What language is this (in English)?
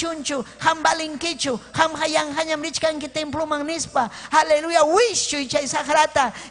Ayacucho Quechua